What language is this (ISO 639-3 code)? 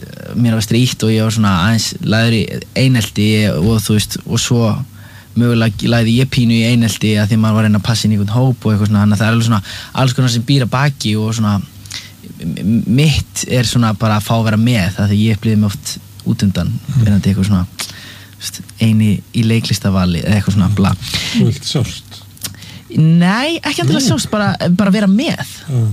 isl